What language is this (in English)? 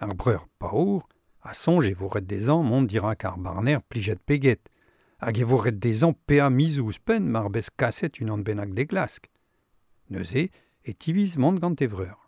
Breton